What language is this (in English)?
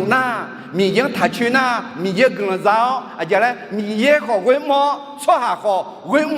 Akha